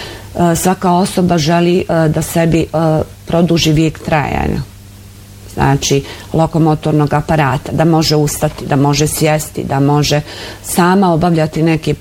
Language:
Bosnian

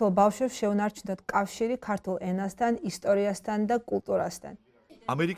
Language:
Georgian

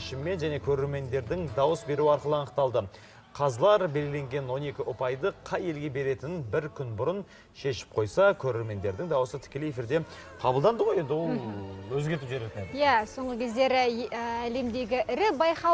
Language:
Kazakh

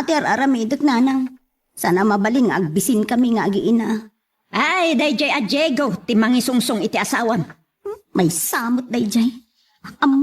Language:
Iloko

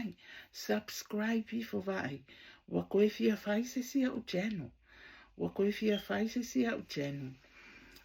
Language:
Samoan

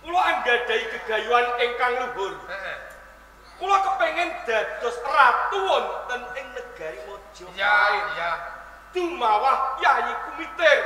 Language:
Javanese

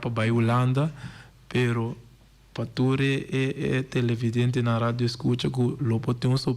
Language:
Papiamento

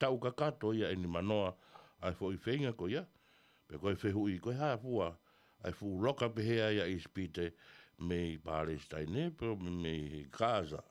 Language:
Tongan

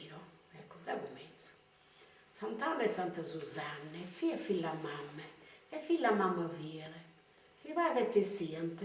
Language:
Sardinian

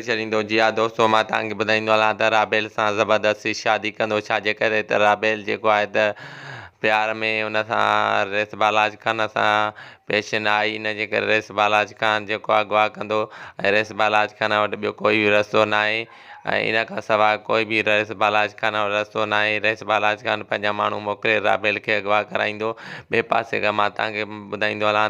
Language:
Sindhi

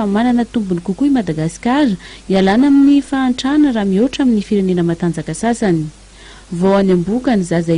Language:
Malagasy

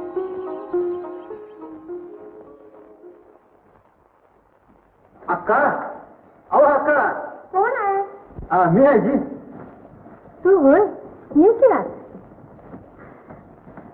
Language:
Marathi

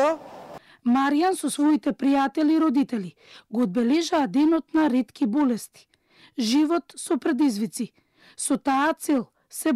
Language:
Macedonian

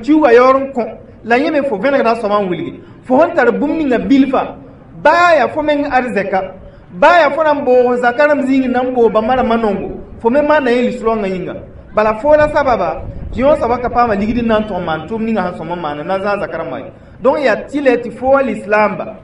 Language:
Mossi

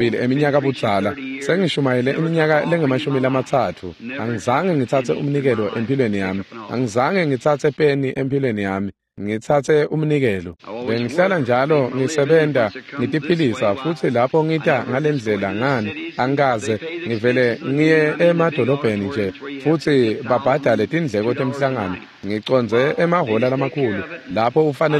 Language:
Swati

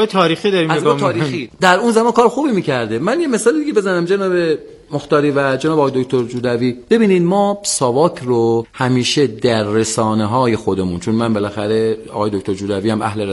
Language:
Persian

